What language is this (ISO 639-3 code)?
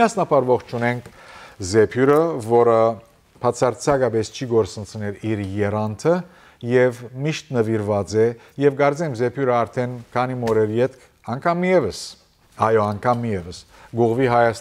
hyw